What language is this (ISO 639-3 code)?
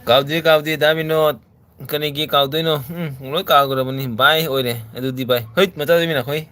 mni